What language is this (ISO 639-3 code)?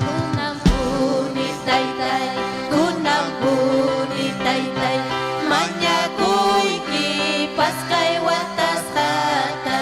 quy